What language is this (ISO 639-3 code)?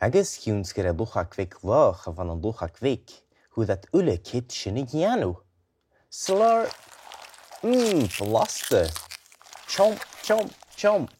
gla